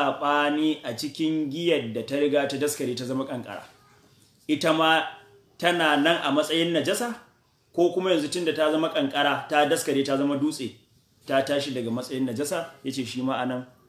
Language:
Hausa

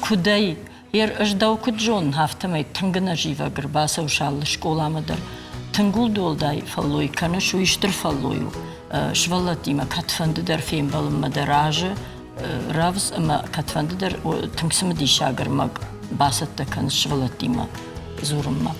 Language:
Ossetic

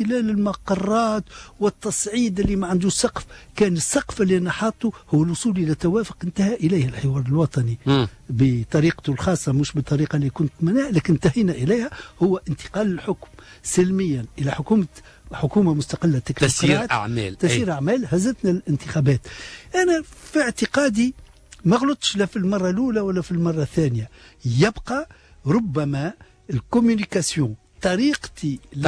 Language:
Tunisian Arabic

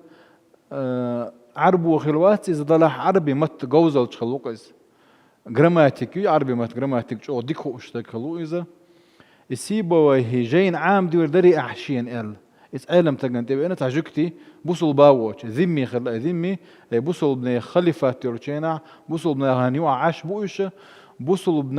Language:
Chechen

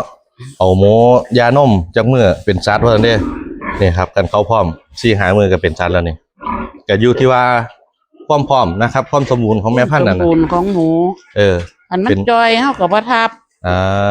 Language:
Northeastern Thai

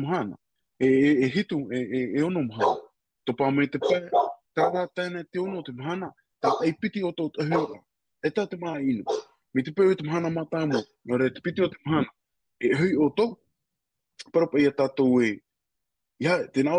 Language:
Tahitian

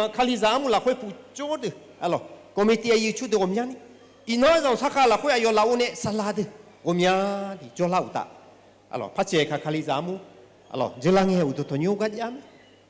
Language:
Akha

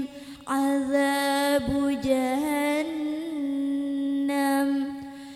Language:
Madurese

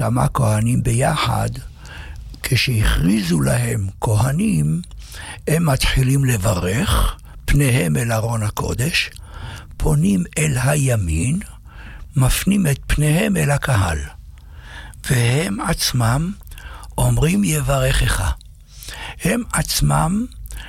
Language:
Hebrew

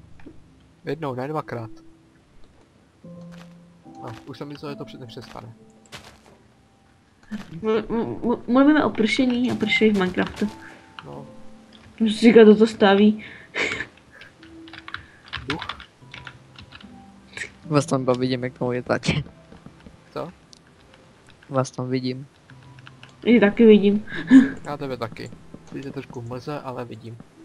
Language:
Czech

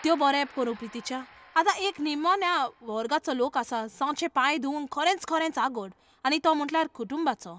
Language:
Konkani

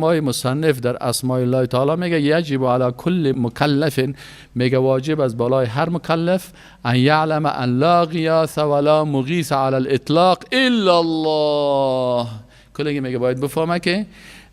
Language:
Persian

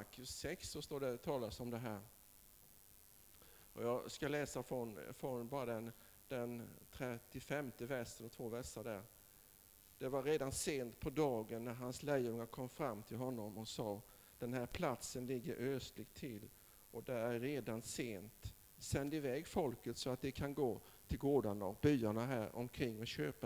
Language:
Swedish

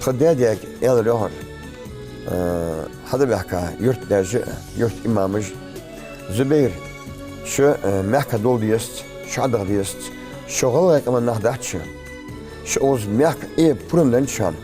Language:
Ingush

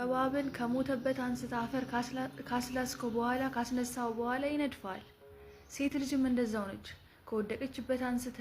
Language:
Amharic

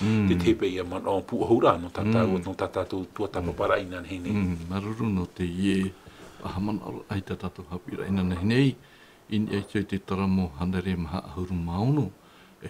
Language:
Tahitian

